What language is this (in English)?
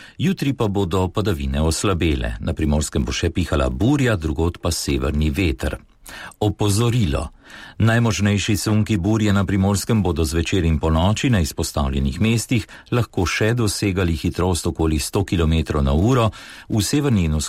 Slovenian